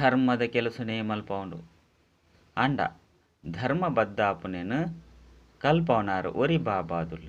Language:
Tulu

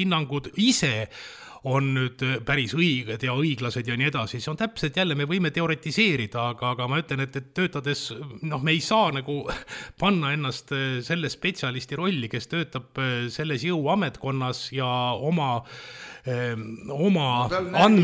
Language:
Estonian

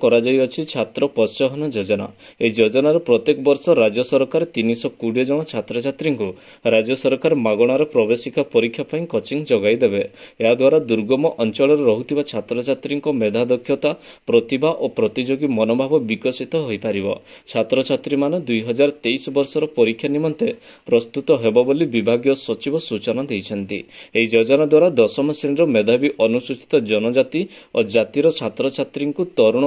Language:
Odia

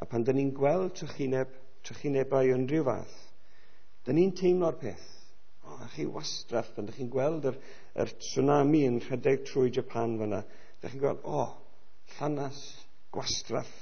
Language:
Welsh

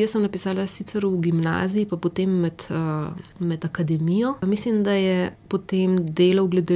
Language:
Slovenian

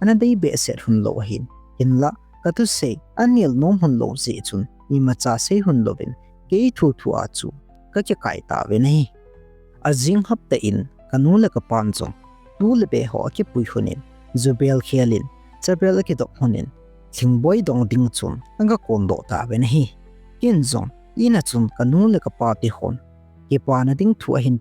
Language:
Thado Chin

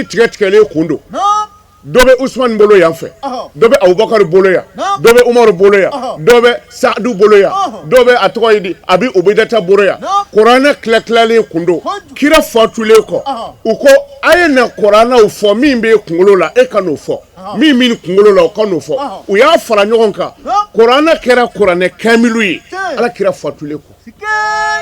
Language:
Bambara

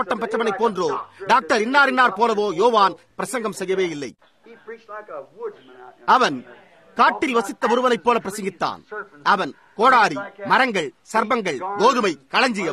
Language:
Tamil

